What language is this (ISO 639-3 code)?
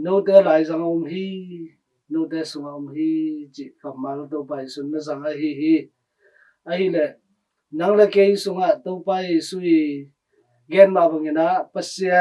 ctd